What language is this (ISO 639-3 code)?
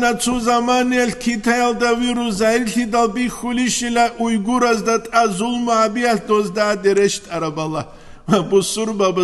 ava